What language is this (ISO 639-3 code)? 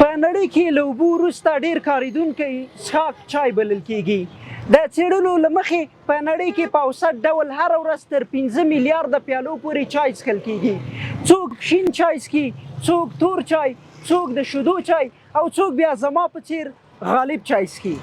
pus